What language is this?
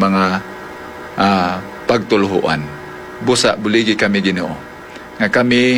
Hiligaynon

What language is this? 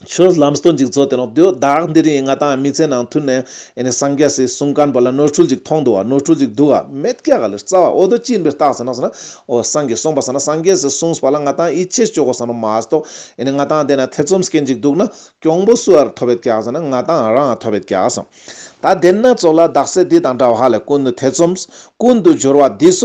Ladakhi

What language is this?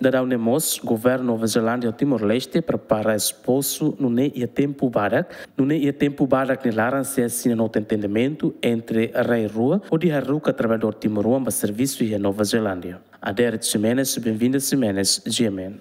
Tetum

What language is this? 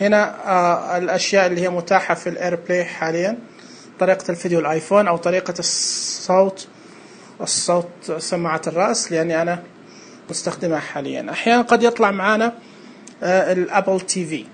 Najdi Arabic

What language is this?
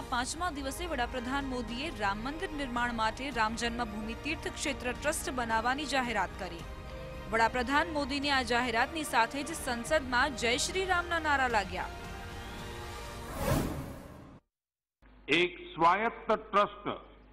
Gujarati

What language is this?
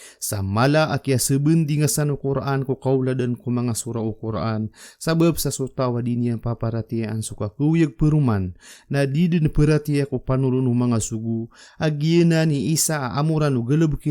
Maranao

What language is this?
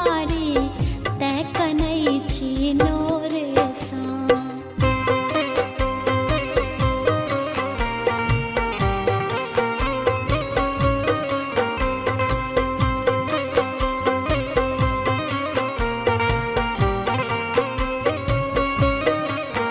Maithili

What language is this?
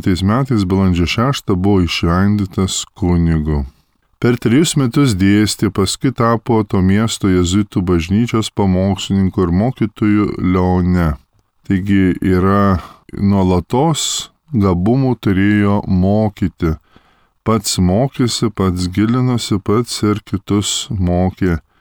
Lithuanian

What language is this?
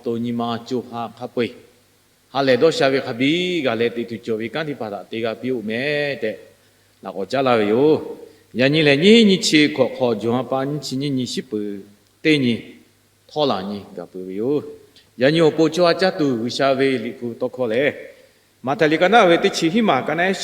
Lahu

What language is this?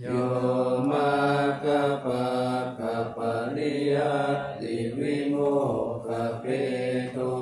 Pali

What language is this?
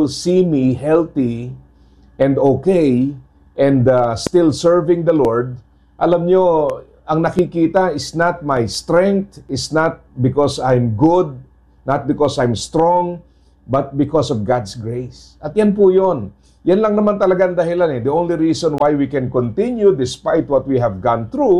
Filipino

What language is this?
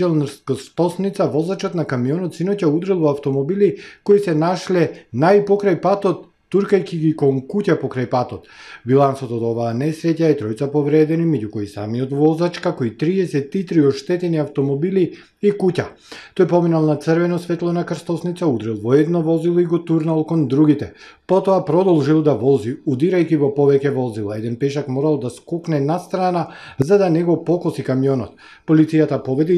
Macedonian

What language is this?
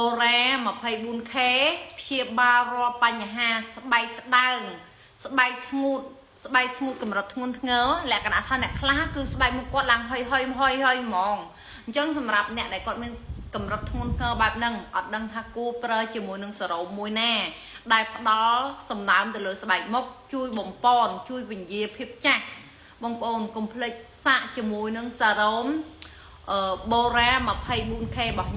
Khmer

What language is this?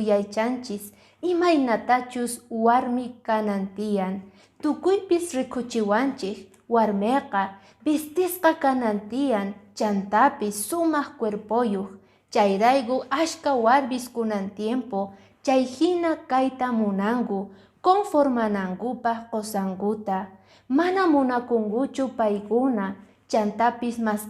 Quechua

